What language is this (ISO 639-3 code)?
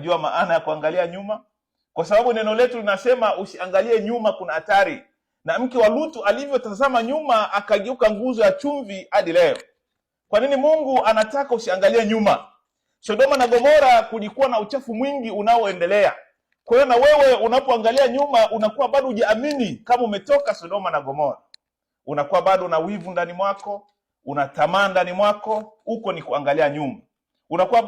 swa